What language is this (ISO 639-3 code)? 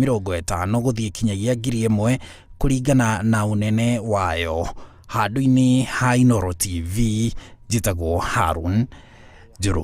kik